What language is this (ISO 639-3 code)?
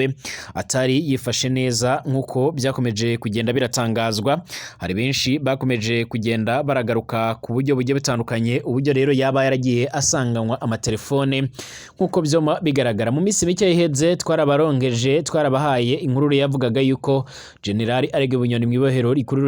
run